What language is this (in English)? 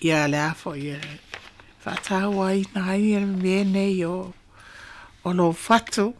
Samoan